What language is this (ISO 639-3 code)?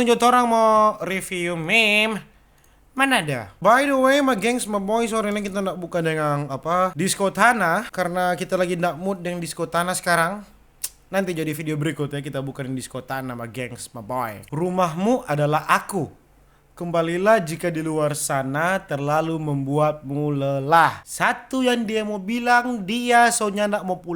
xmm